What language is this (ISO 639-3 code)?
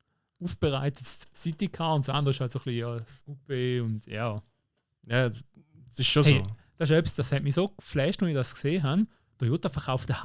gsw